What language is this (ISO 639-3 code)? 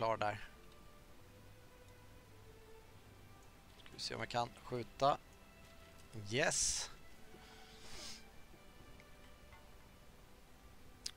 swe